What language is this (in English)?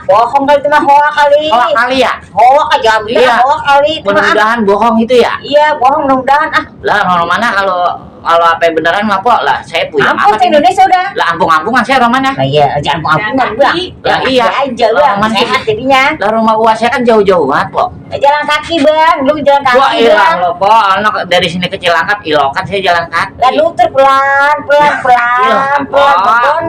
Betawi